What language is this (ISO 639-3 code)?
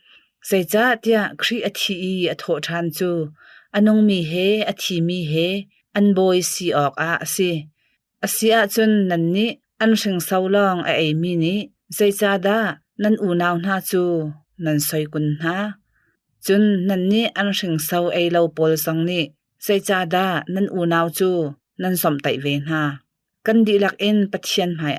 cnh